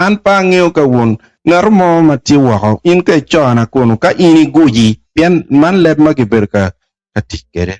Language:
Acoli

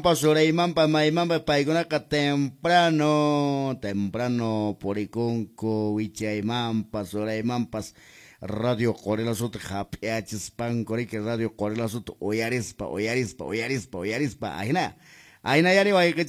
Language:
Quechua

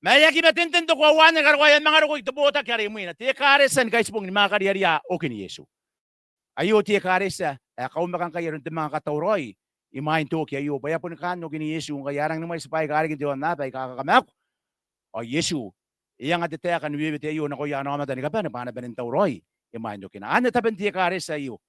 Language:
Gilbertese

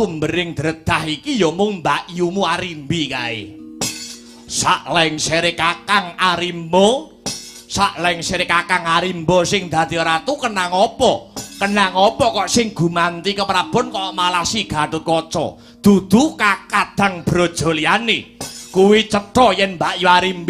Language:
Javanese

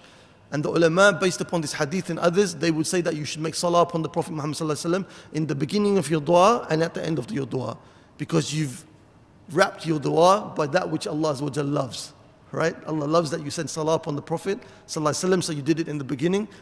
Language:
English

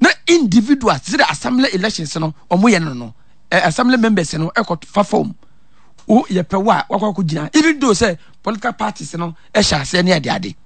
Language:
Akan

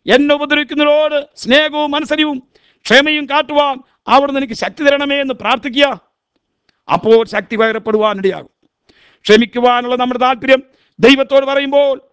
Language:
Malayalam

